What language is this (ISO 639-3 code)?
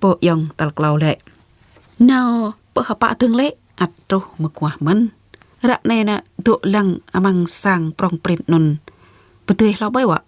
jra